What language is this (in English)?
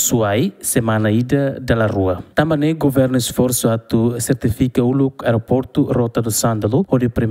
Tetum